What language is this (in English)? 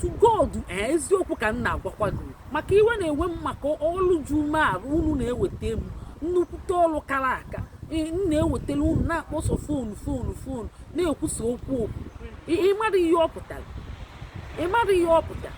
Igbo